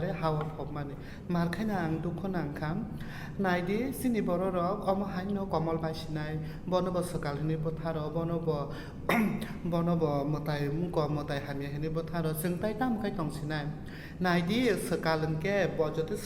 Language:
Kok Borok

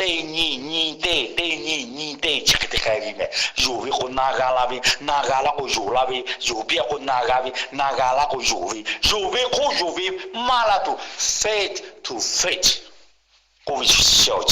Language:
Lahu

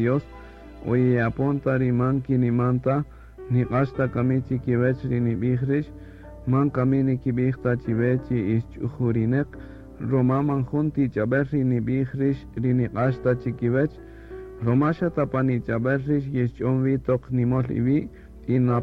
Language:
Kaqchikel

